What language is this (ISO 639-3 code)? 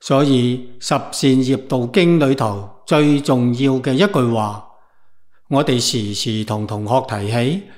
yue